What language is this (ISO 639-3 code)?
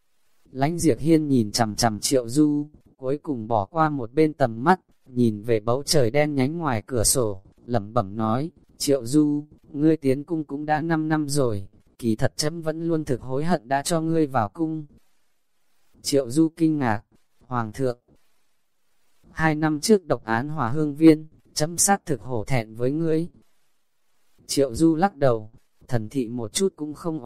vie